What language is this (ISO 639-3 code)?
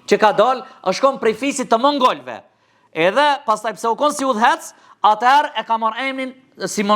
sqi